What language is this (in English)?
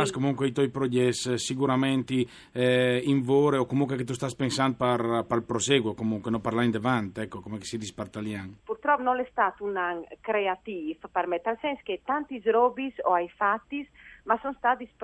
Friulian